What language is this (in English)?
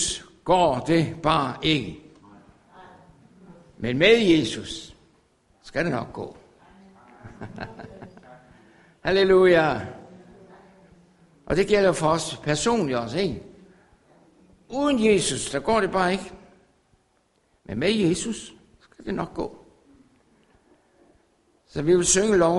Danish